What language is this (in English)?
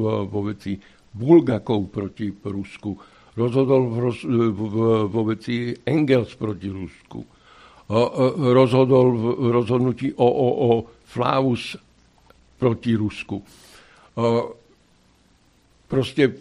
Slovak